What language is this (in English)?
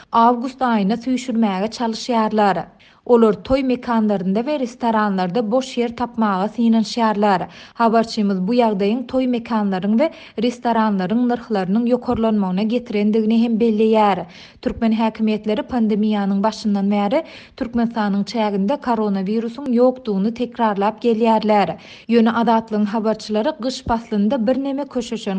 Turkmen